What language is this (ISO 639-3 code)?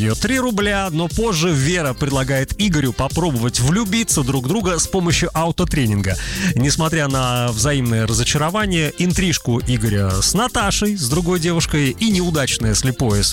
rus